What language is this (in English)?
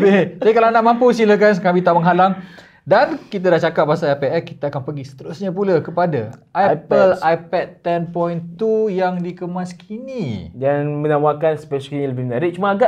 Malay